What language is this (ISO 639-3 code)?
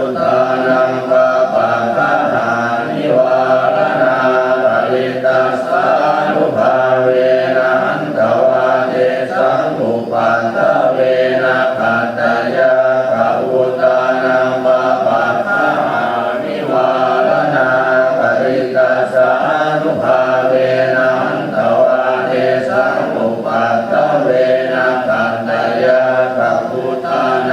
pli